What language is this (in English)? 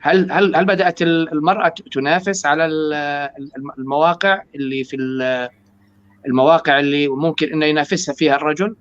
North Levantine Arabic